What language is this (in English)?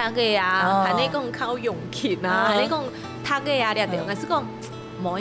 Hakka Chinese